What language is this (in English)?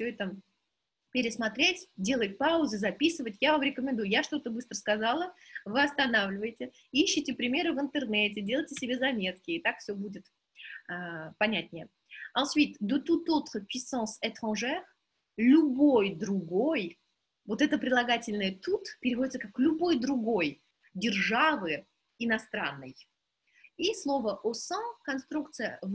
Russian